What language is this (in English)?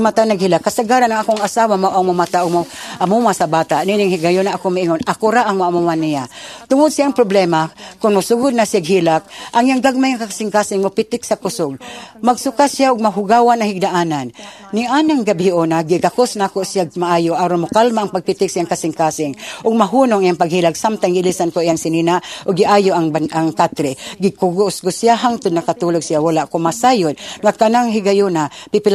Cebuano